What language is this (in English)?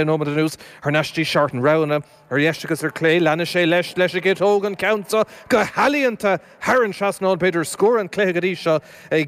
Irish